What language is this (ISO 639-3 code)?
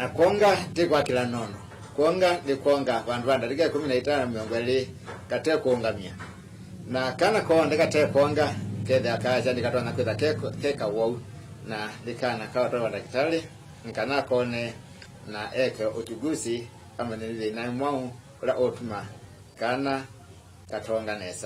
kam